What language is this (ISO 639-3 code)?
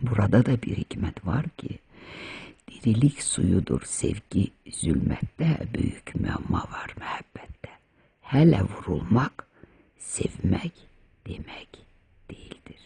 aze